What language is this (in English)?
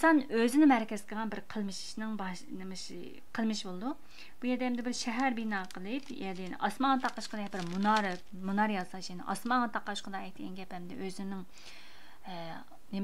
Uyghur